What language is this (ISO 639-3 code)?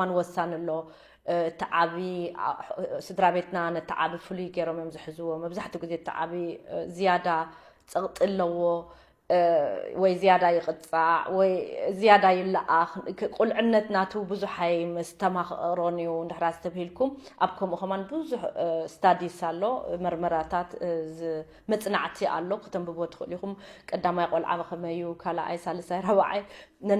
tir